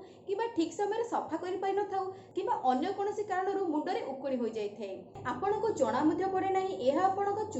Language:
Odia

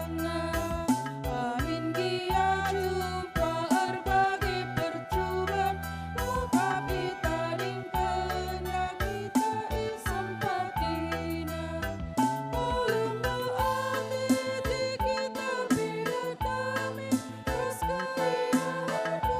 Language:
Batak Karo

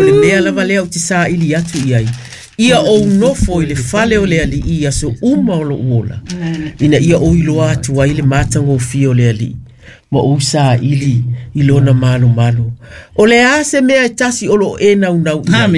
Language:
Samoan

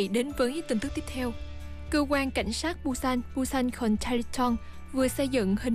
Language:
Vietnamese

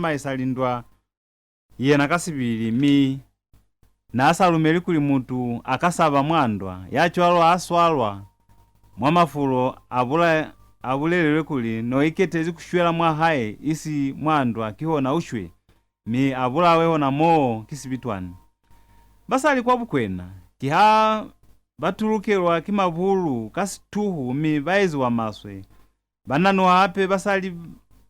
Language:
Lozi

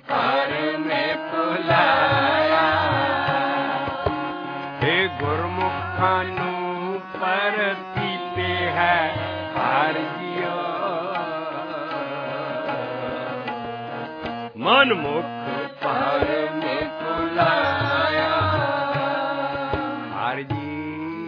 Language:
Punjabi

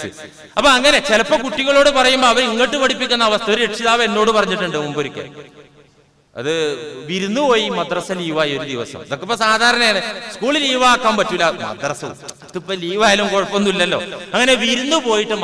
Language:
Malayalam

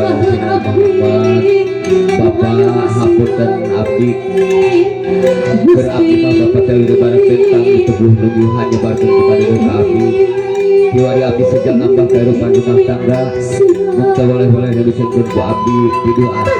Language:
Sundanese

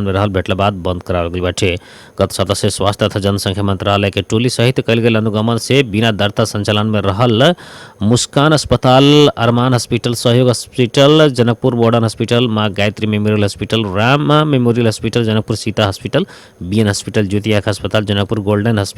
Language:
Bhojpuri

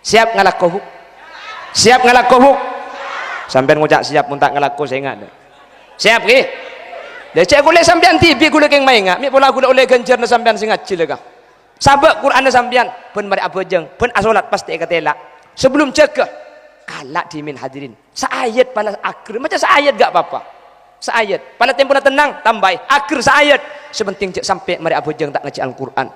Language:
Madurese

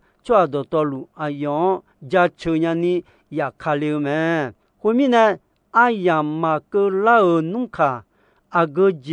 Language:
Akha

